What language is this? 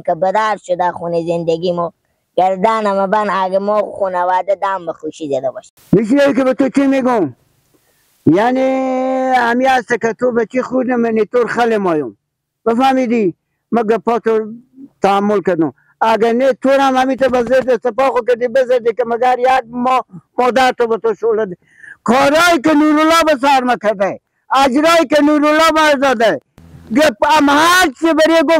Hazaragi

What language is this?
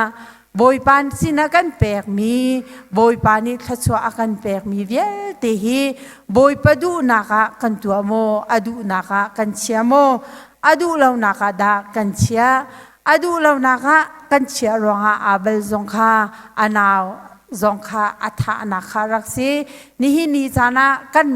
Hakha Chin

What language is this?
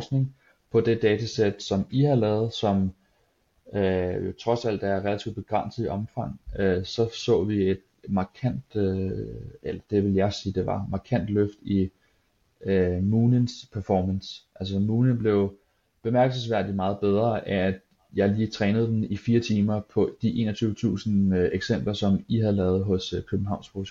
Danish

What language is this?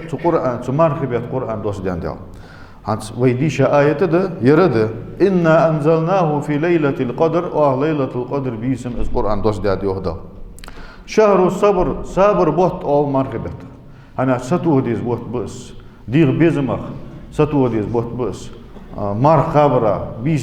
Ingush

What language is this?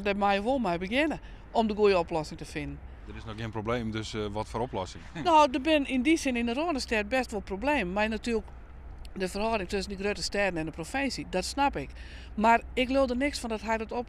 Western Frisian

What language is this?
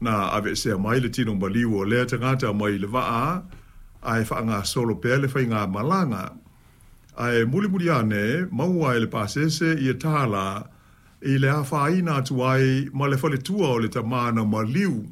Samoan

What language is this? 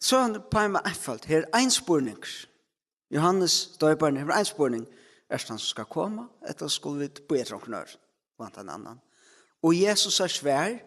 Faroese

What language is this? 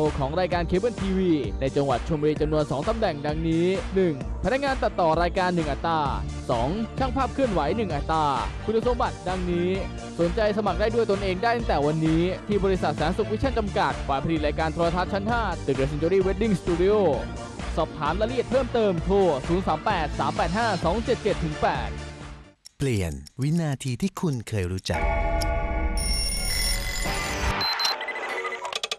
Thai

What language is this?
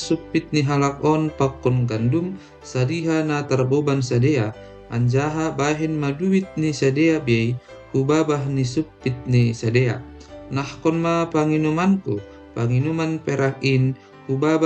Batak Simalungun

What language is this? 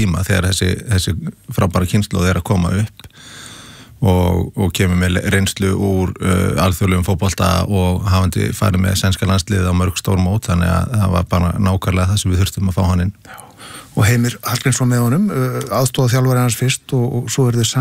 Icelandic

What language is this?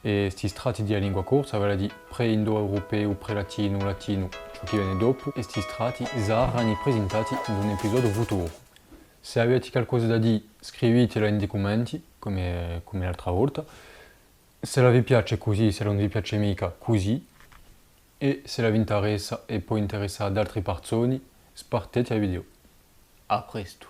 Corsican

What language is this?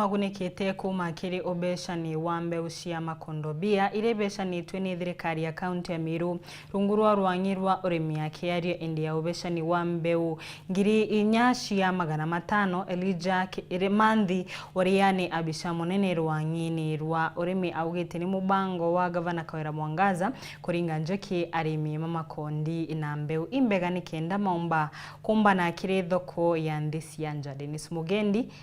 Meru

